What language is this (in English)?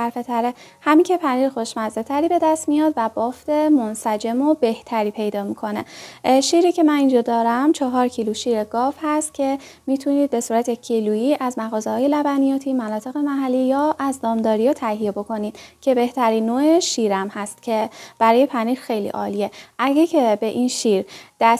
Persian